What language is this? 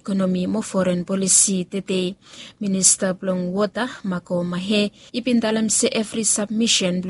Bislama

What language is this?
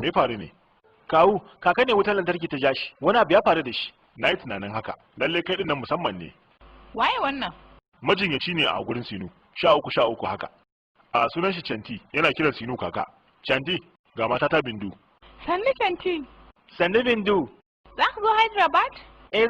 Hausa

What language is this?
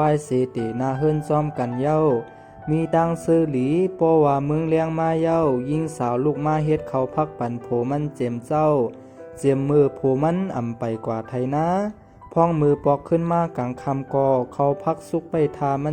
Shan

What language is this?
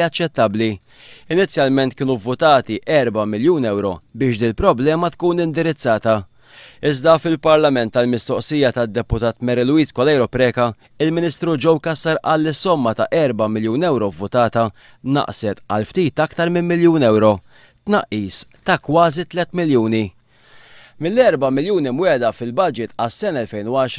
Maltese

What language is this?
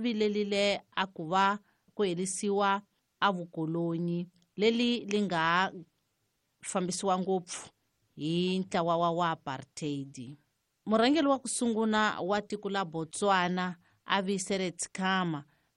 Tsonga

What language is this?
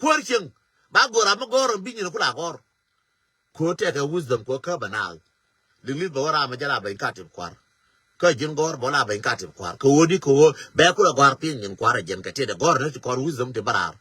Nuer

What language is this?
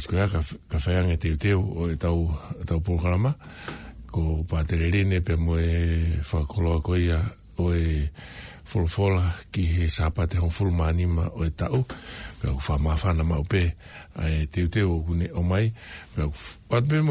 Tongan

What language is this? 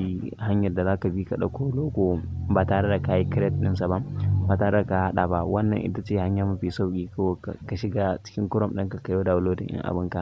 Hausa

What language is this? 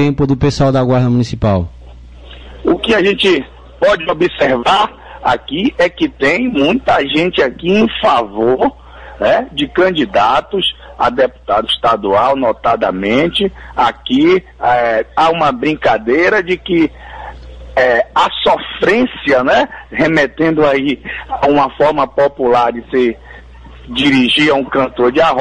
Portuguese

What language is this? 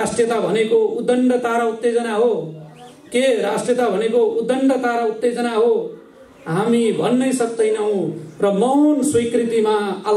Nepali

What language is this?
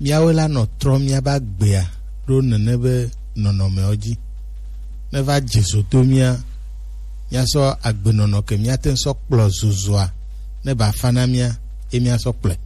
Gen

